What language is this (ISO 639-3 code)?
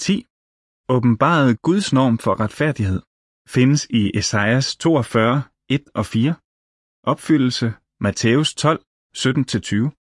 dan